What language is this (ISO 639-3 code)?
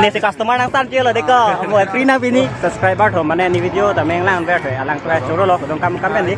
mjw